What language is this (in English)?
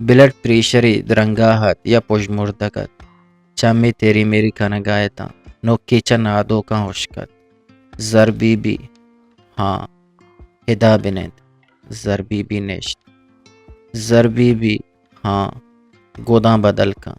Eastern Balochi